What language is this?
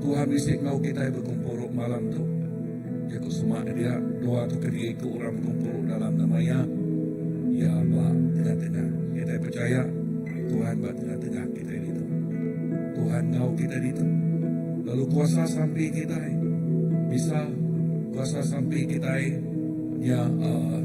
Iban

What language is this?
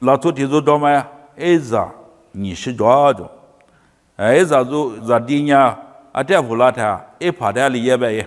Lisu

